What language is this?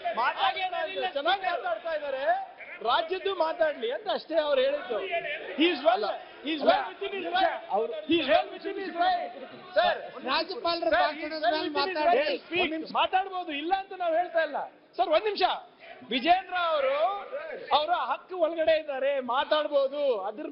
Kannada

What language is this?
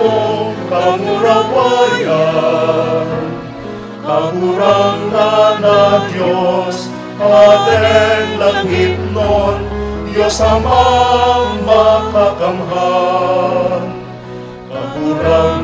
Bikol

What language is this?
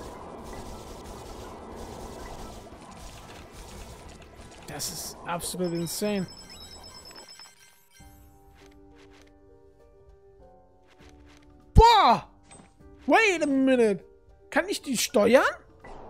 German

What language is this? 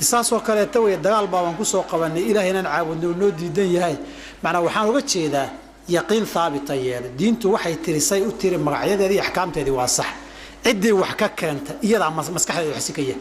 Somali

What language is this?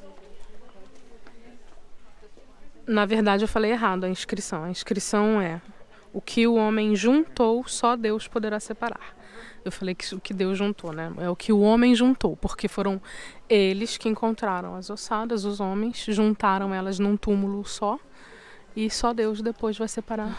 Portuguese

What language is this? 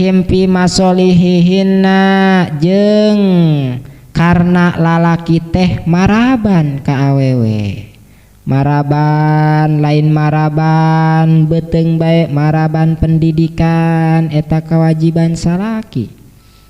Sundanese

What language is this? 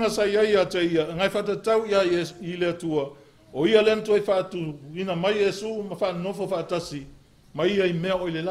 Samoan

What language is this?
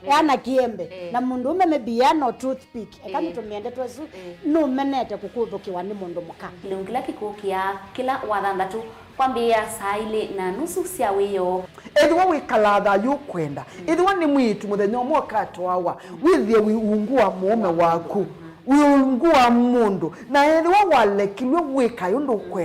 Kamba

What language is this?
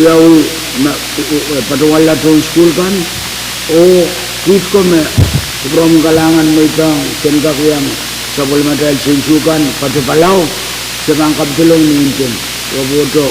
Pohnpeian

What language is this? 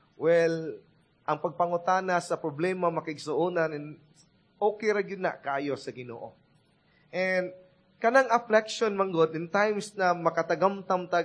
Cebuano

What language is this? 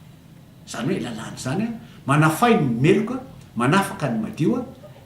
Malagasy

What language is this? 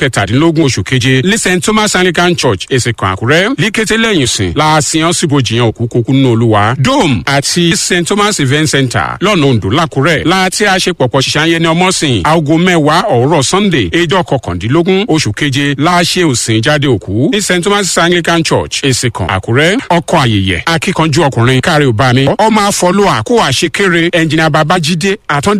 Yoruba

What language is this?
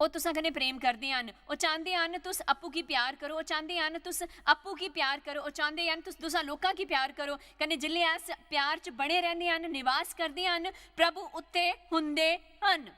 Dogri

